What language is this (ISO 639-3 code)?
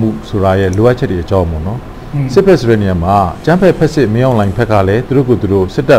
mya